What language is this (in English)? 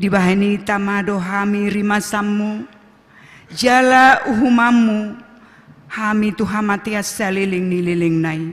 Batak Toba